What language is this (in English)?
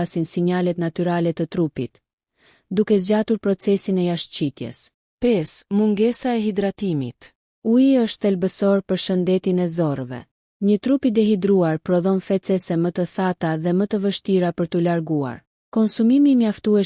Albanian